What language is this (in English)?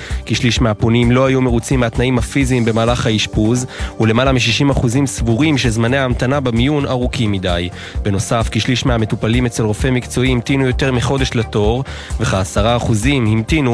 Hebrew